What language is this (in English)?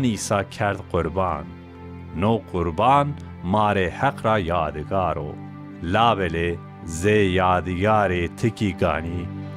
Zaza